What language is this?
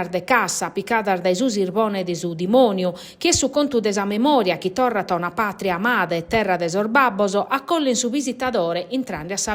Sardinian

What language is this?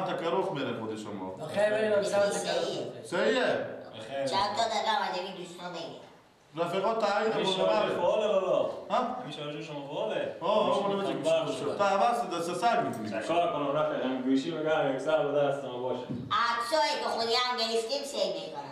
Persian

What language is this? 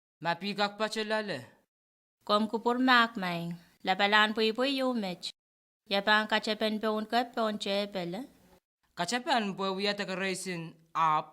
Pohnpeian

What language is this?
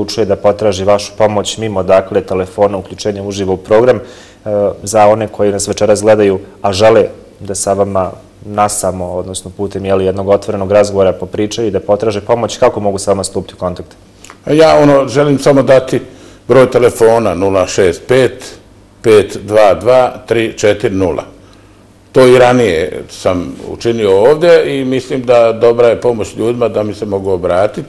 Bosnian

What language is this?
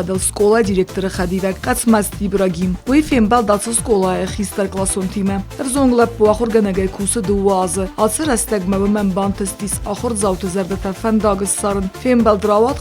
Ossetic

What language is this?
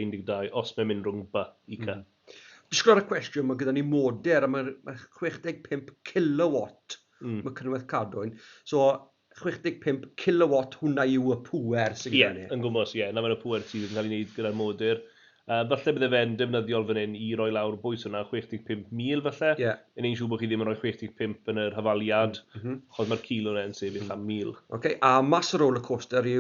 Welsh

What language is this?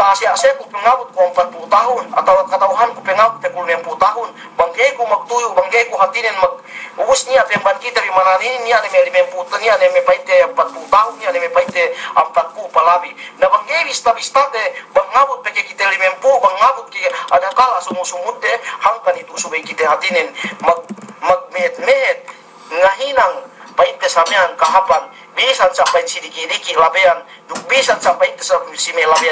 Yakan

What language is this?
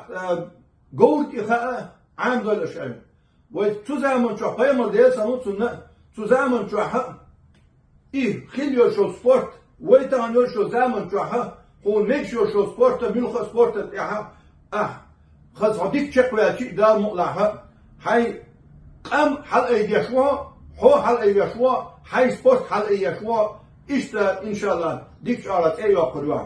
Chechen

